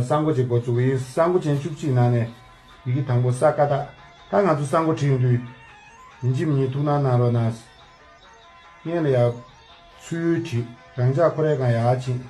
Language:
Tibetan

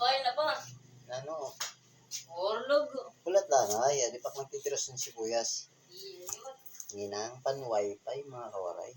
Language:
Waray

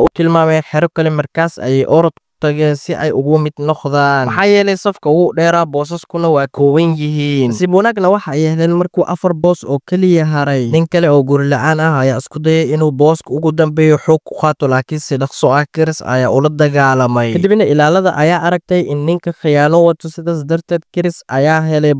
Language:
Somali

